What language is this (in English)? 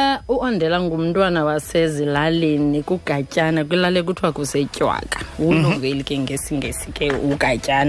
Xhosa